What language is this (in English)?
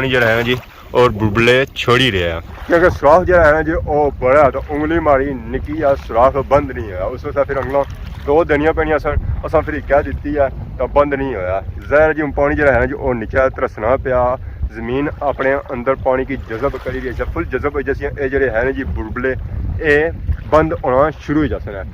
Pahari-Potwari